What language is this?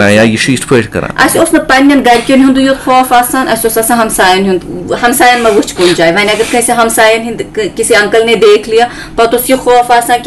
Kashmiri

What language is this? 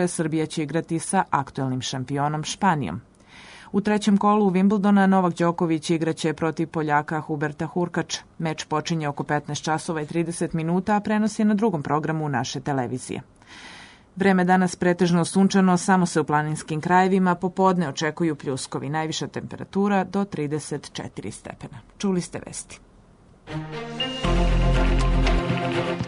Serbian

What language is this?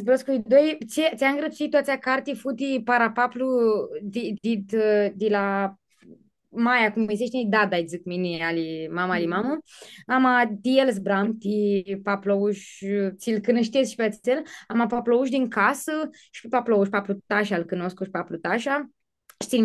Aromanian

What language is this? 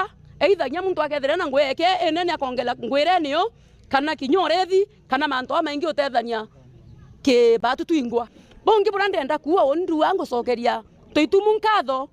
Meru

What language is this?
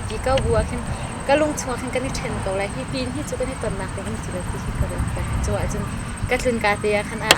Hakha Chin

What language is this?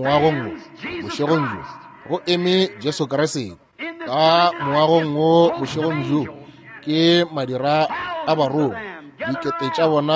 Northern Sotho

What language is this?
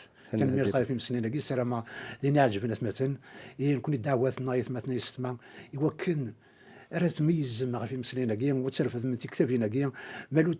Kabyle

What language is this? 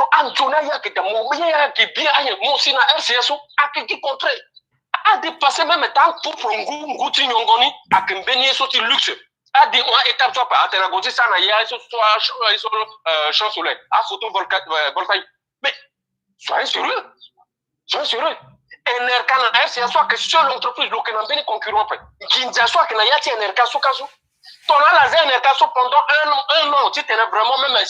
Sango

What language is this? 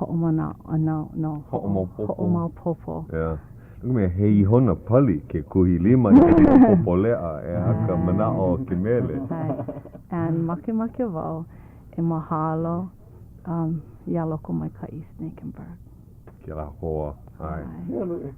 Hawaiian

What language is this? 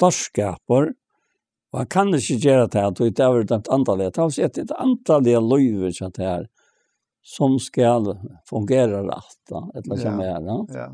Faroese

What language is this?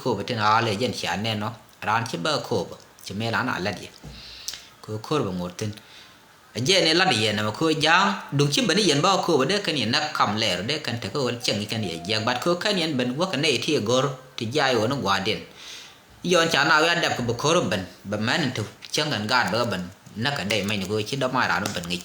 Nuer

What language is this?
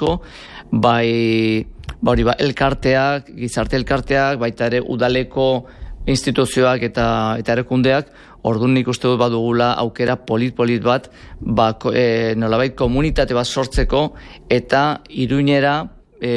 Basque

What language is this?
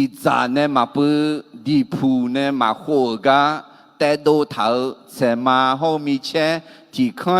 Akha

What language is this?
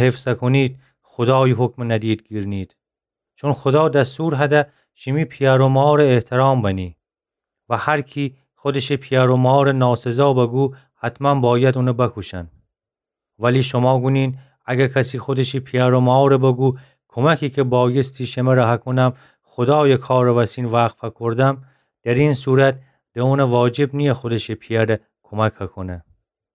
Gilaki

